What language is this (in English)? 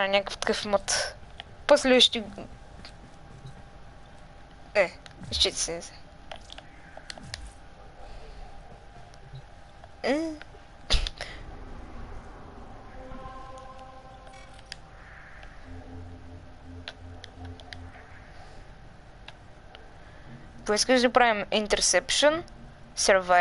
Bulgarian